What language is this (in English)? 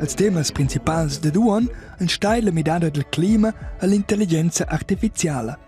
Romansh